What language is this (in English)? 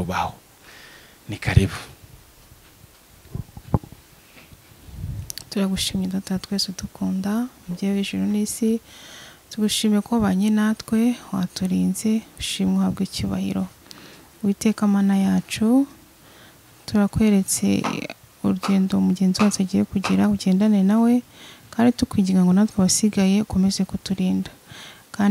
Kinyarwanda